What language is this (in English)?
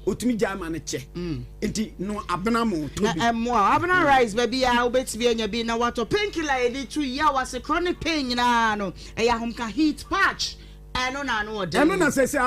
Akan